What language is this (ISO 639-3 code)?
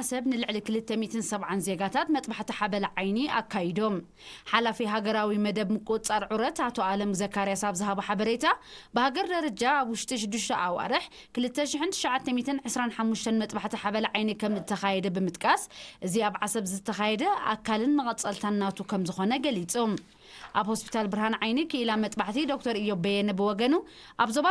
tir